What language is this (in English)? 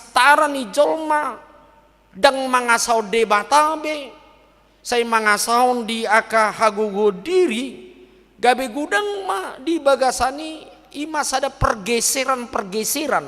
Batak Toba